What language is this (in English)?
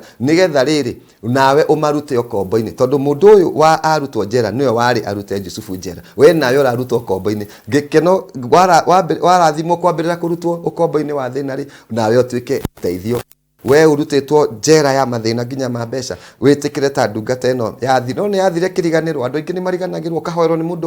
Kikuyu